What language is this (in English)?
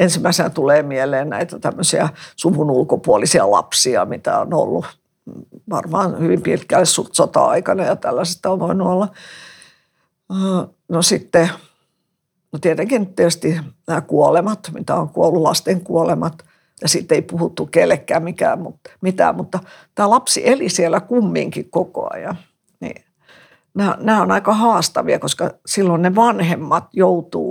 Finnish